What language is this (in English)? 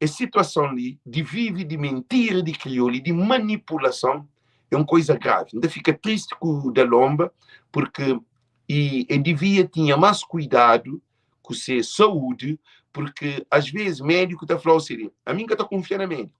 Kabuverdianu